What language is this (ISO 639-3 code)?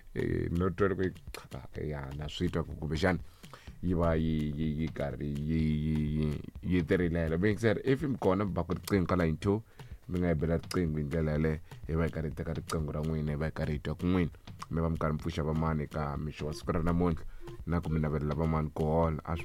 tso